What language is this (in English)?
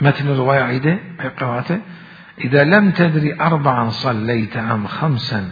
Mesopotamian Arabic